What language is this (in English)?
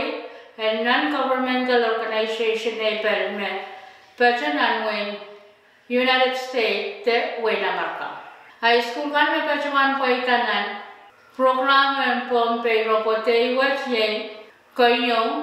Pohnpeian